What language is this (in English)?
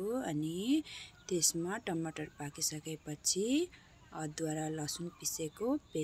Nepali